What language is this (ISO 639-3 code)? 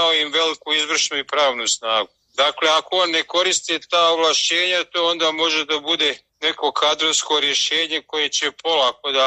srp